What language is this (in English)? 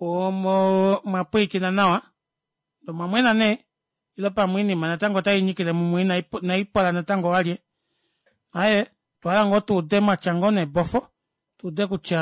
Kuanyama